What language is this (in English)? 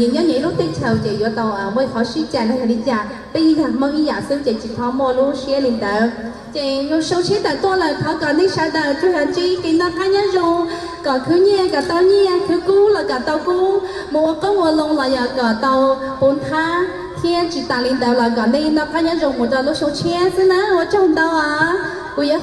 Hmong